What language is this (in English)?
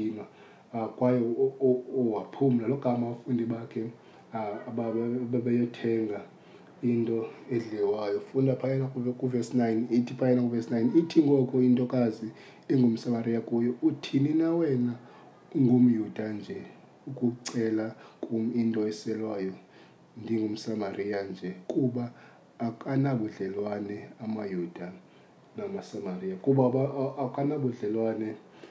Xhosa